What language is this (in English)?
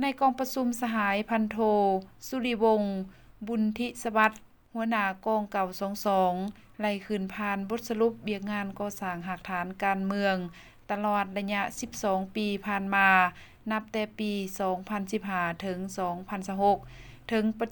Lao